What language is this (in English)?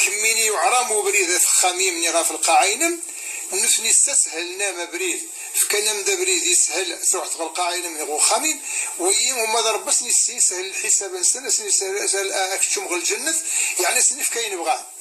Kabyle